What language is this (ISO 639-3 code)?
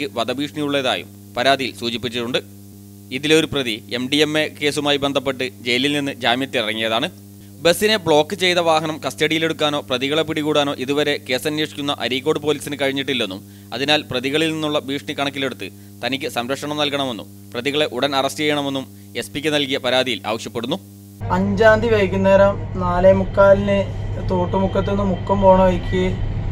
mal